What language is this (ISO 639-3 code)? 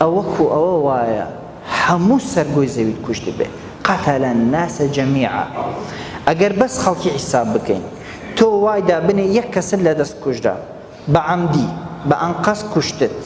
ckb